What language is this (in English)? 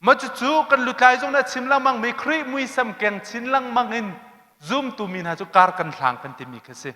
Hakha Chin